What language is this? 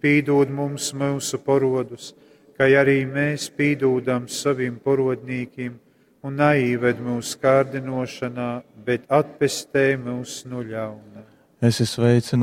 Latgalian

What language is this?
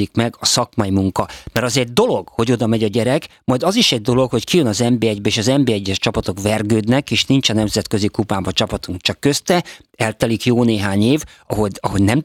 Hungarian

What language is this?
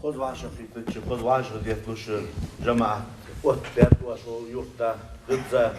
Ingush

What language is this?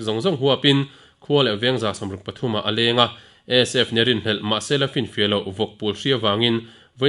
Mizo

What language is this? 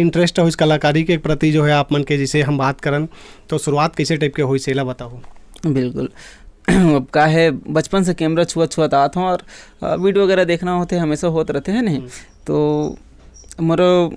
Chhattisgarhi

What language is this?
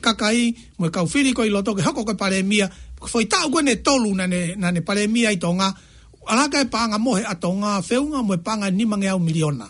Tongan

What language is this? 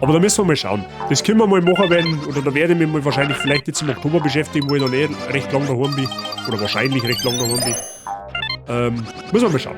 Bavarian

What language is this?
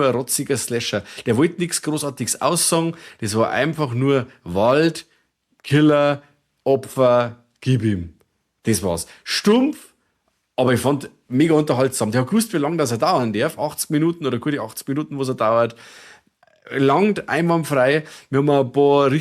Bavarian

